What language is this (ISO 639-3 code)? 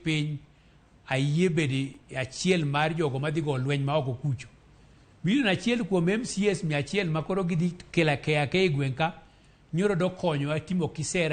luo